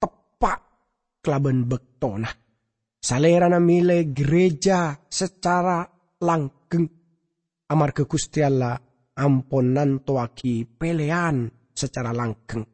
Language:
Madurese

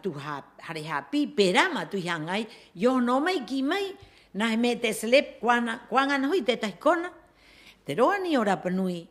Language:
Rapanui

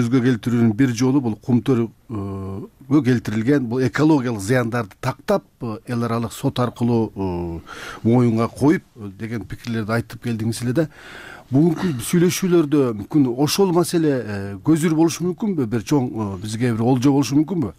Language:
Kyrgyz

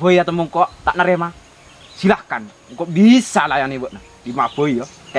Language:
Madurese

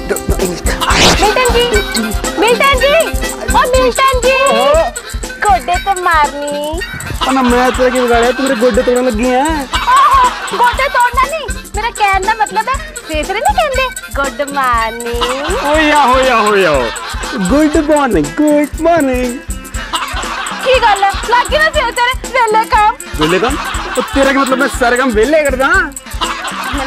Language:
Punjabi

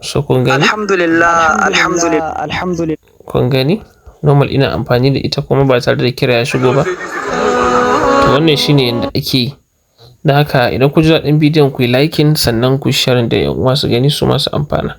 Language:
Hausa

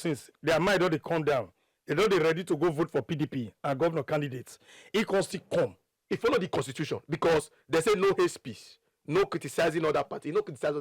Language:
Nigerian Pidgin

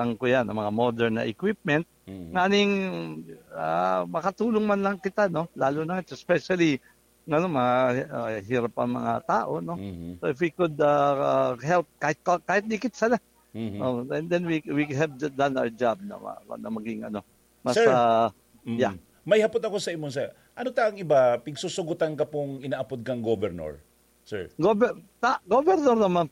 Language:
Bikol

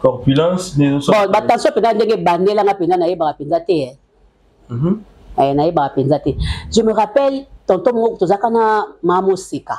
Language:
Lingala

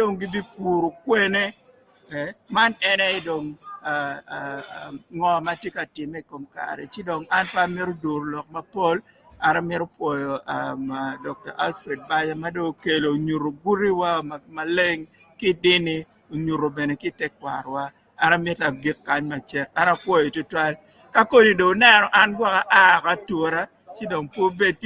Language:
Acoli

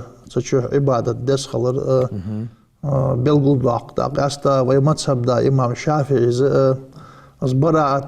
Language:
Ingush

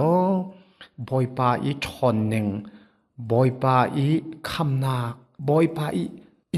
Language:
Hakha Chin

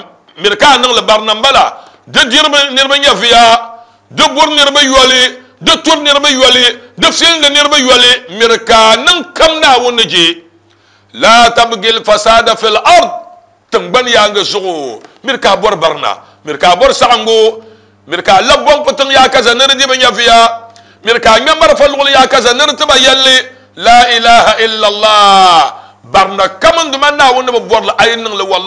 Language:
Dagbani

